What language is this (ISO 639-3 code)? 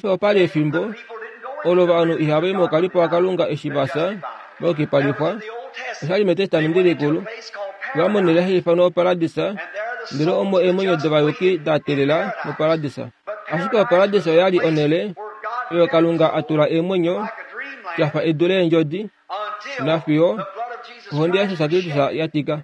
kua